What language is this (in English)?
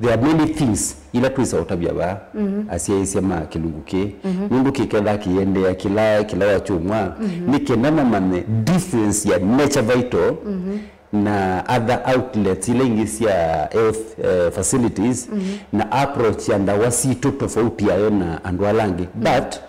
Kamba